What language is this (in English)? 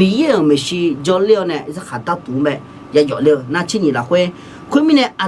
Akha